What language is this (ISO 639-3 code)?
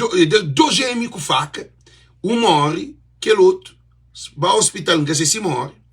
kea